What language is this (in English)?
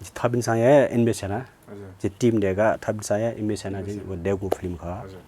Newari